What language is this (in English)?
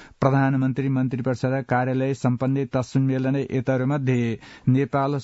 Sanskrit